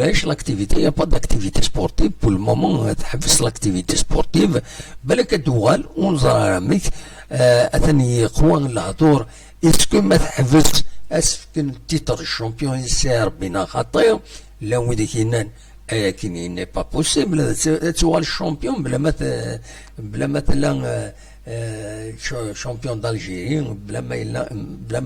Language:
Kabyle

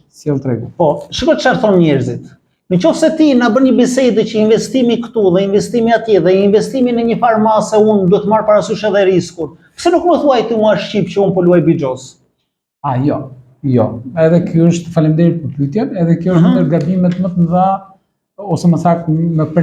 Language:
Albanian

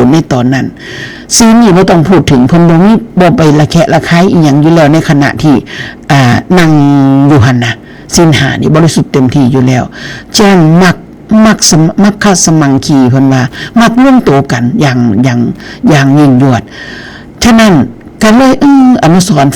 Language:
Northeastern Thai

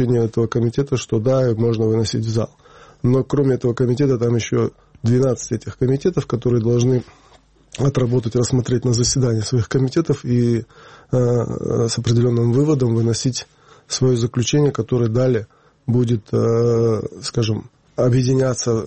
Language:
Russian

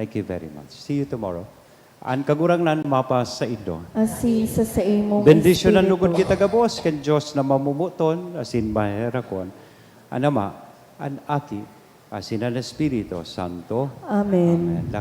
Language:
Bikol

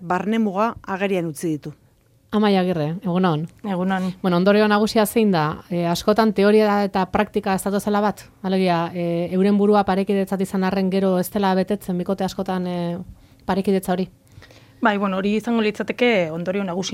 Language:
Basque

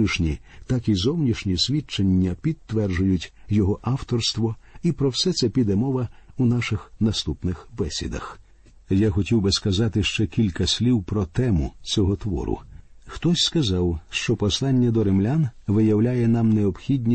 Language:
Ukrainian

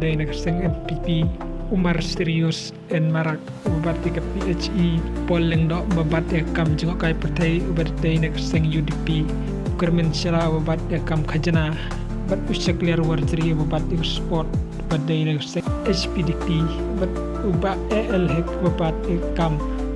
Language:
Khasi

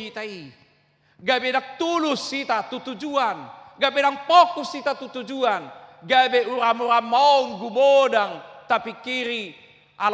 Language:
Batak Toba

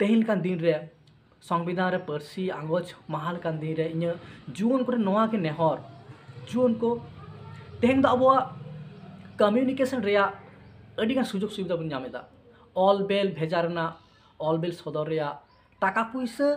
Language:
Santali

